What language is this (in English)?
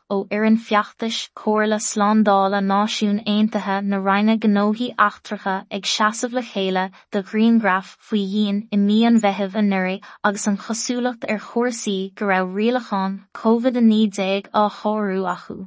Irish